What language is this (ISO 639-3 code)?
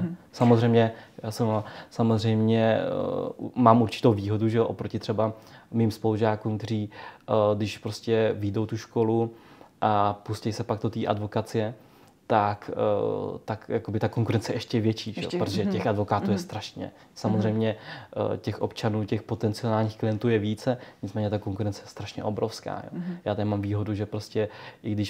ces